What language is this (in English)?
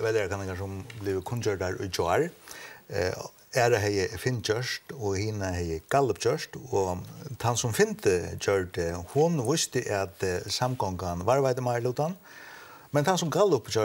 Faroese